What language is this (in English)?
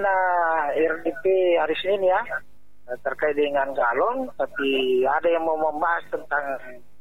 Indonesian